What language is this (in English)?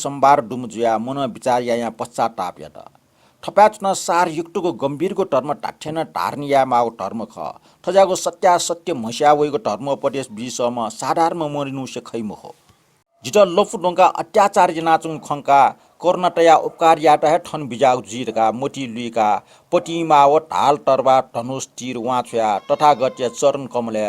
Newari